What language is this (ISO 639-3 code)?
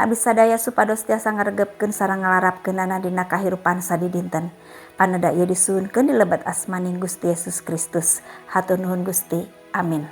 sun